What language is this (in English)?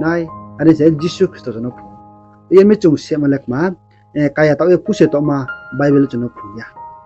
Riang (India)